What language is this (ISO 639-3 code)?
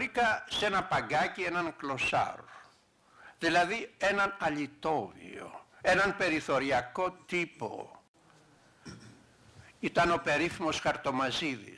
ell